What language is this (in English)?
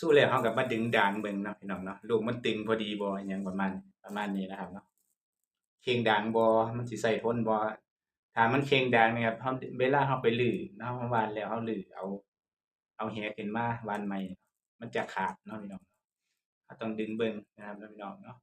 Northeastern Thai